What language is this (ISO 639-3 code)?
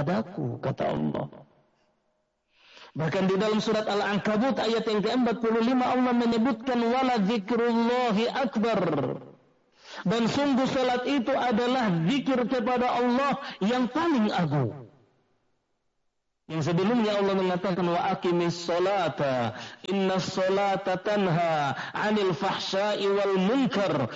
ind